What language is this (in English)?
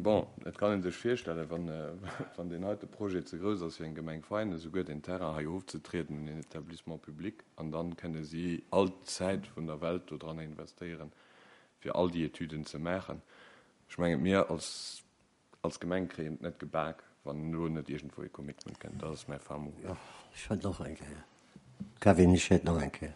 Luxembourgish